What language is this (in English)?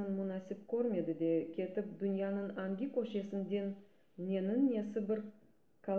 Crimean Tatar